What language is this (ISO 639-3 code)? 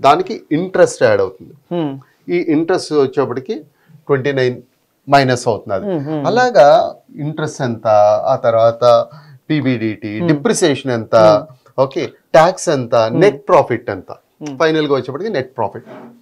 tel